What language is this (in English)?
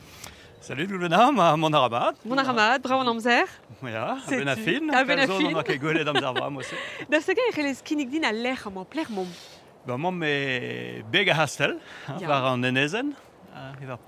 Breton